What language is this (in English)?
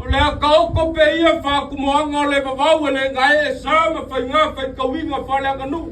Samoan